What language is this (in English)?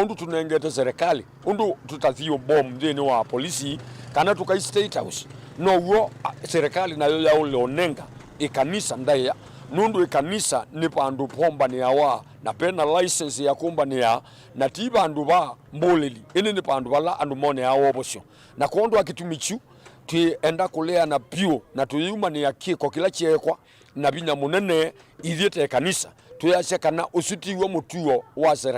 Kamba